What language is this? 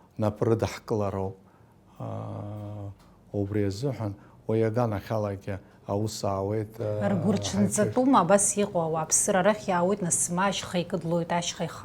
Abkhazian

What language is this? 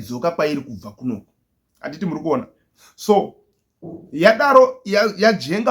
Shona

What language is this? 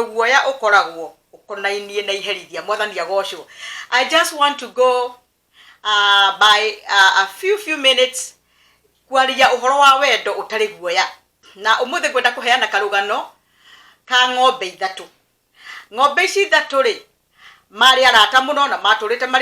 Kikuyu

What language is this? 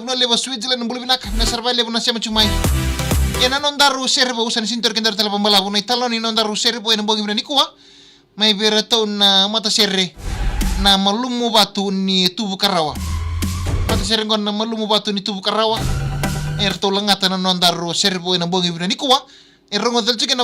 Fijian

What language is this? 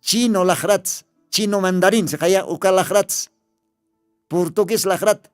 Aymara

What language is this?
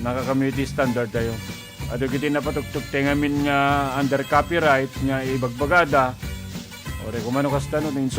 Iloko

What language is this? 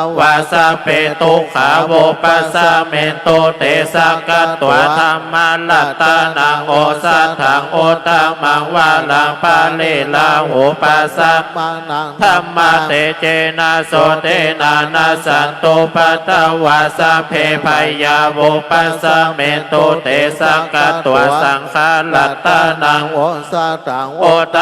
Pali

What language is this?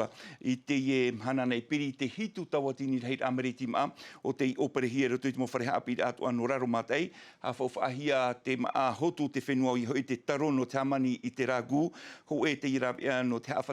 Tahitian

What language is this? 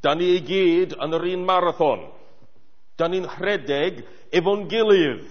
Welsh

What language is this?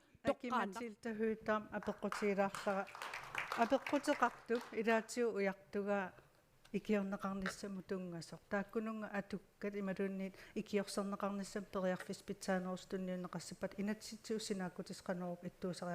Kalaallisut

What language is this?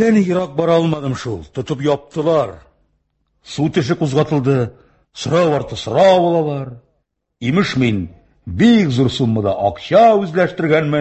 Tatar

